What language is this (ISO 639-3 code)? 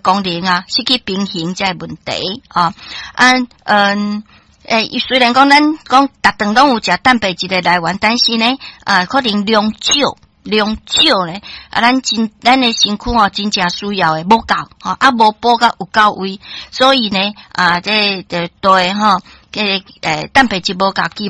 nan